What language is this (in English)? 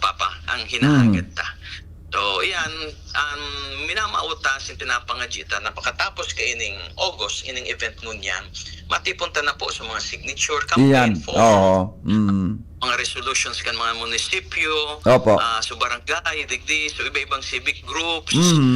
Bikol